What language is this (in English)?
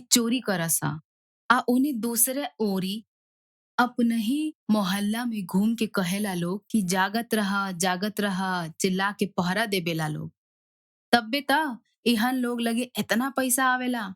Bhojpuri